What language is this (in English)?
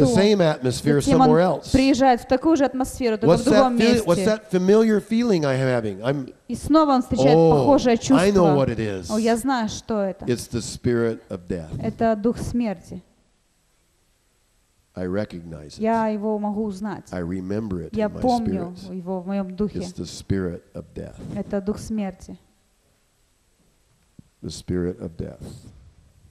Russian